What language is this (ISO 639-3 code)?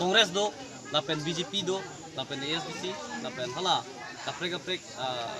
mjw